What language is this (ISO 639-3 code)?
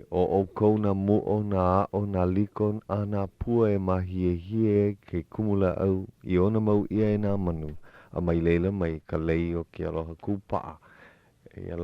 haw